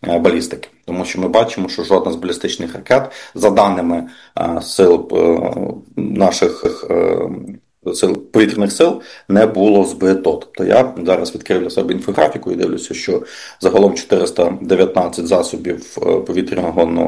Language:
Ukrainian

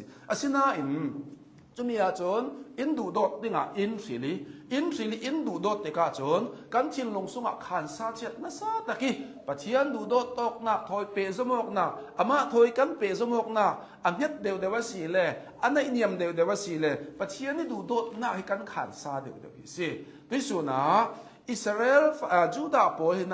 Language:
Hakha Chin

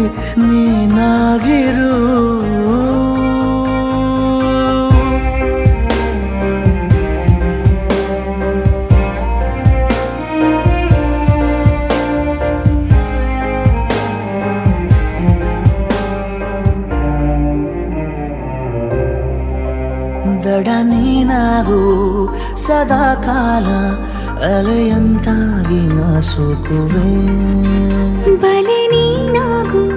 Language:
Kannada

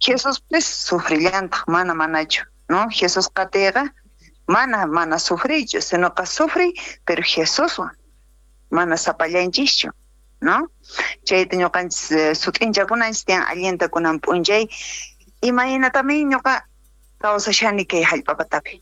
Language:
South Bolivian Quechua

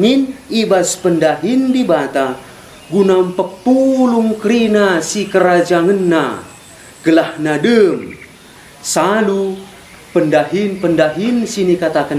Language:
Batak Karo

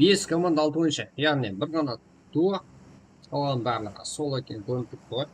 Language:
Kara-Kalpak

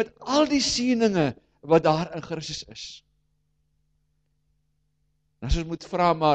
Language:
Afrikaans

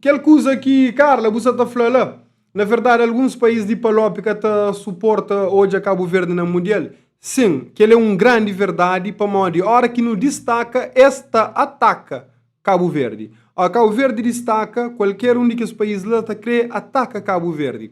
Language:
Kabuverdianu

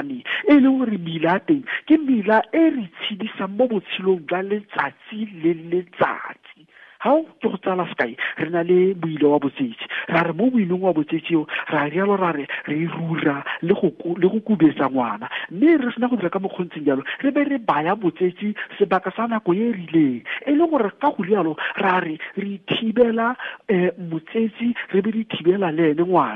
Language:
Tswana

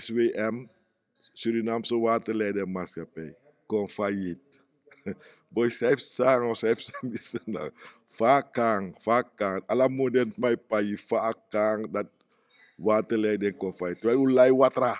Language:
Sranan Tongo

